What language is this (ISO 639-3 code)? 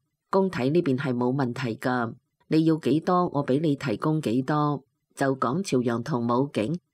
yue